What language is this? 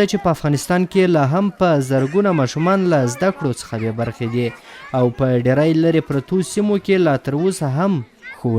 Pashto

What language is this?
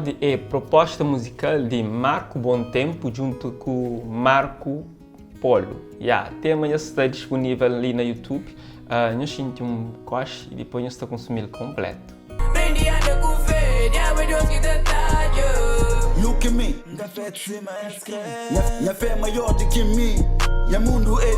Kabuverdianu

